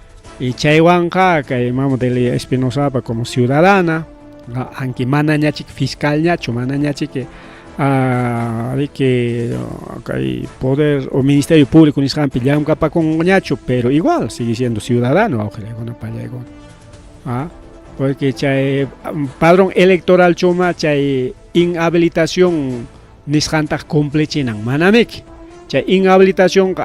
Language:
Ayacucho Quechua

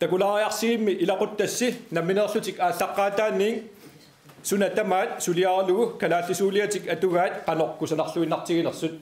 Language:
Kalaallisut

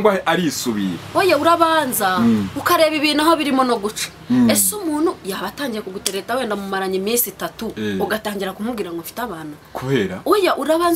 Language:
Kinyarwanda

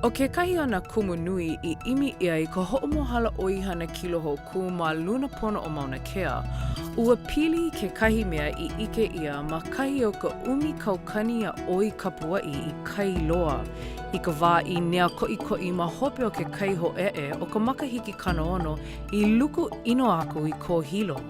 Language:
Hawaiian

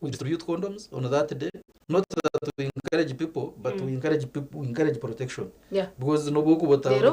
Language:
Nyankole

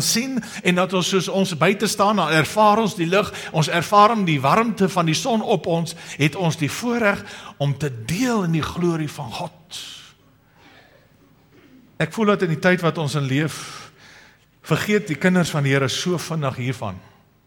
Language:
Afrikaans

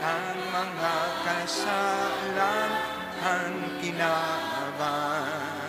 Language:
Bikol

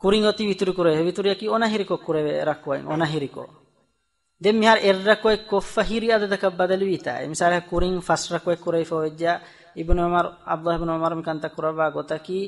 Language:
Divehi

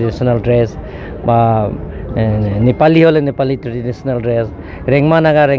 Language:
Karbi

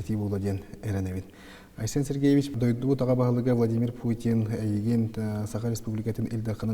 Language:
Yakut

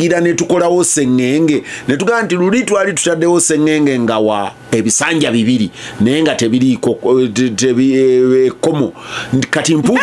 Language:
Ganda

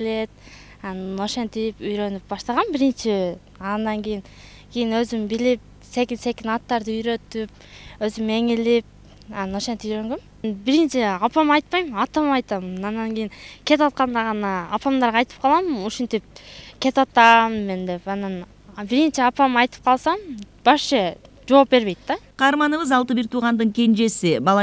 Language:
Kyrgyz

